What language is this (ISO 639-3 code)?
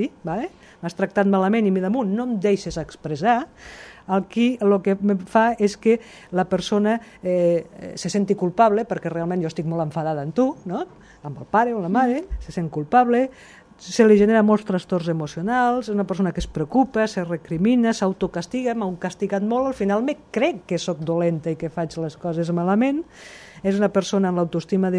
cat